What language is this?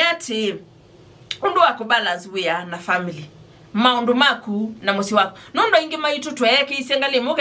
Kamba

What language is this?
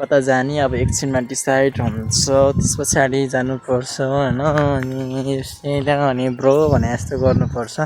Nepali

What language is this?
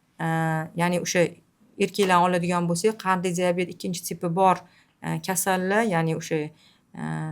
Uzbek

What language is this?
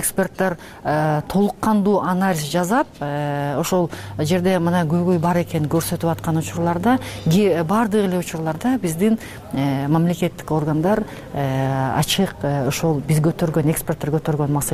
Kyrgyz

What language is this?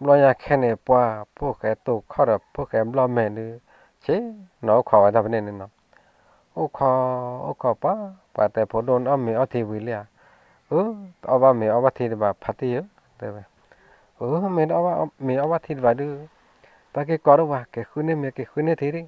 S'gaw Karen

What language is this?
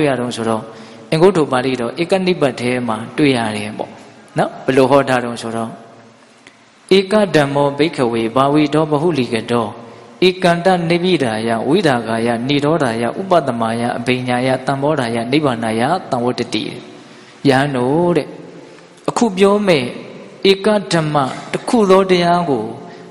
Burmese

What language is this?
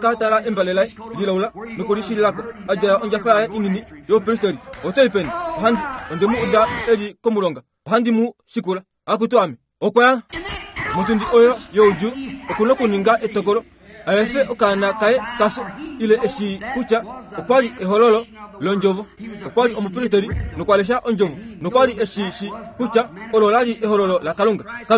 Kuanyama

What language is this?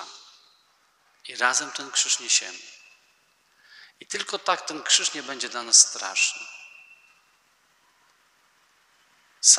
Polish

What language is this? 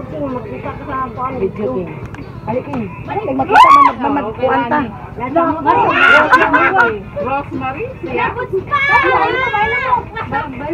Filipino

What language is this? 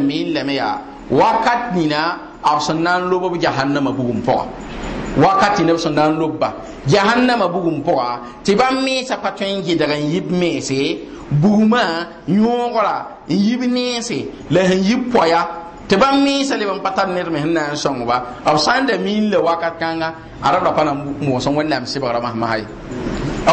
Mossi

